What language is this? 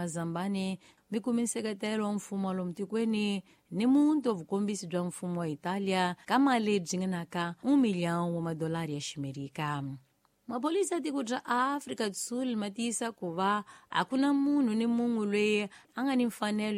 Tsonga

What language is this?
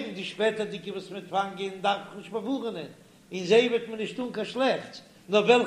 Yiddish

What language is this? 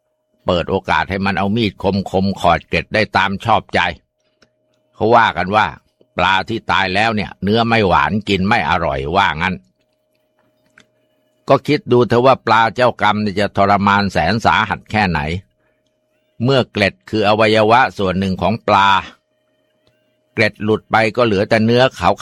Thai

